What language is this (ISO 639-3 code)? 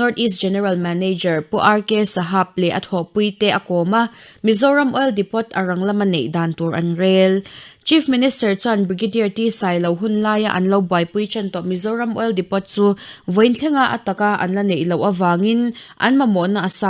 lus